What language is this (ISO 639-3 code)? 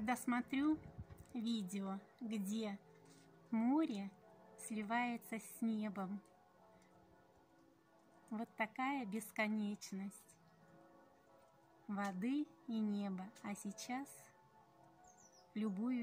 rus